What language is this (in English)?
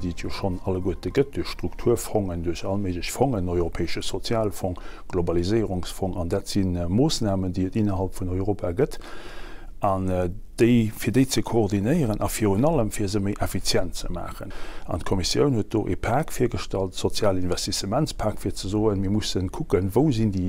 Luxembourgish